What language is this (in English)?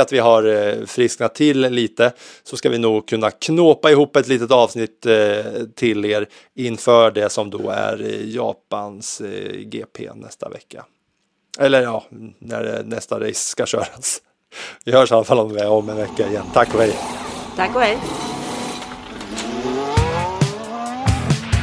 Swedish